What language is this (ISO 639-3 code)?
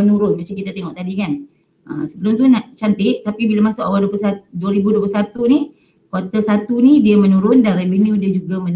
msa